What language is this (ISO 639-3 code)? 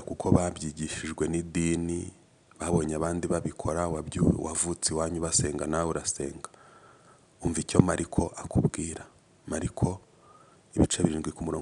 kin